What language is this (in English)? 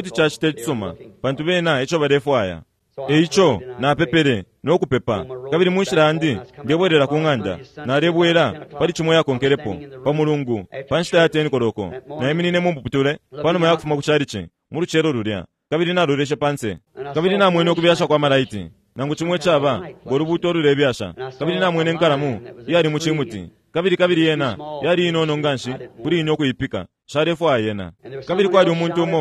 Bemba